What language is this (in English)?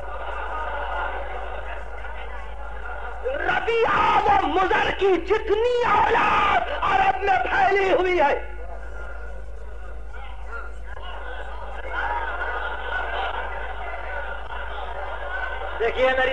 Urdu